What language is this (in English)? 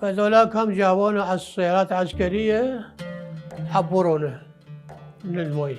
Mesopotamian Arabic